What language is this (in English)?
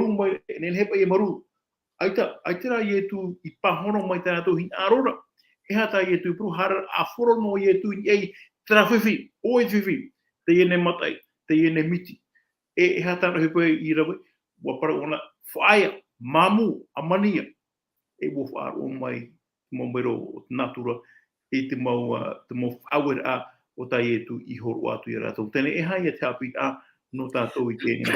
Tahitian